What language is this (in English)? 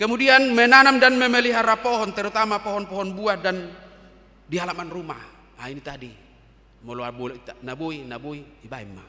Batak Toba